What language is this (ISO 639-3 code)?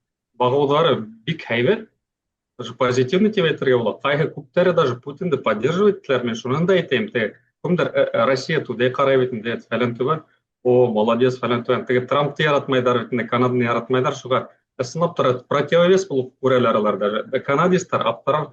bak